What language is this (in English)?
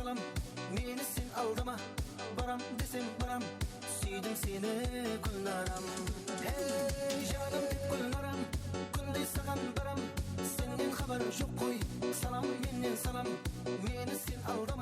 Kara-Kalpak